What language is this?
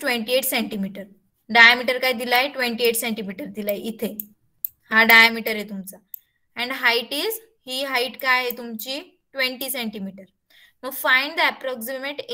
Marathi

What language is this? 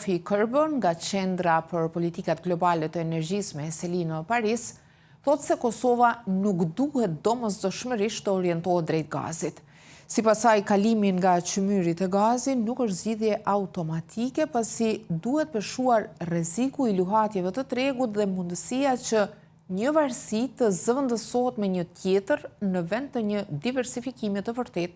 Albanian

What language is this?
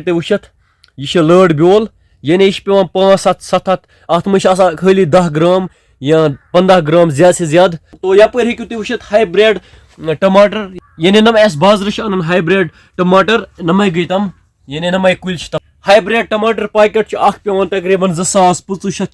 Kashmiri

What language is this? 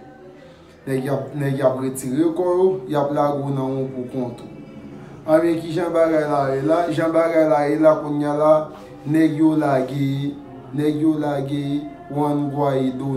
Haitian Creole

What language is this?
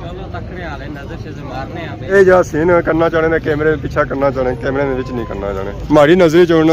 Pahari-Potwari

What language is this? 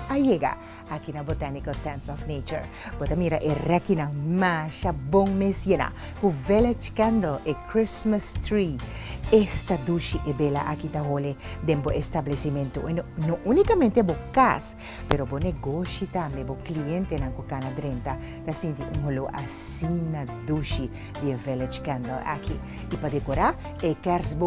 Papiamento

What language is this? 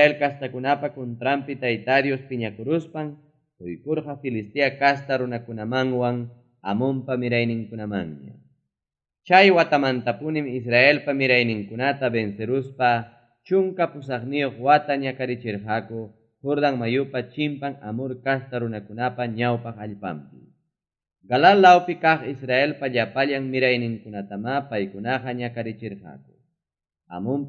Ayacucho Quechua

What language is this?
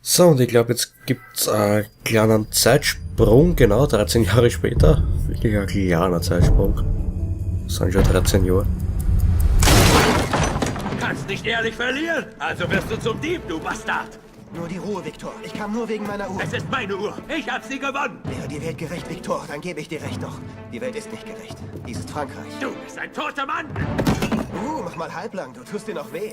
Bavarian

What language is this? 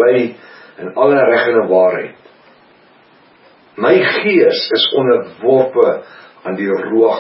Afrikaans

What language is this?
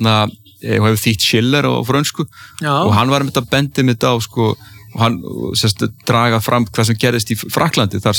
Icelandic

